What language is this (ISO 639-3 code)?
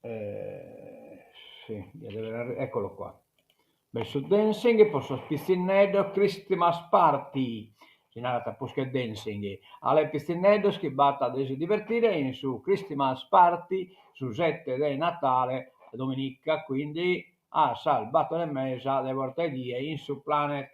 srd